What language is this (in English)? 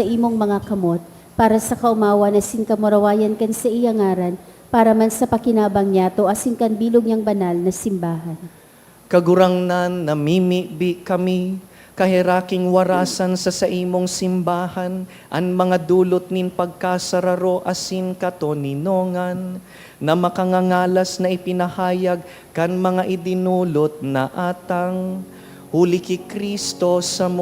Bikol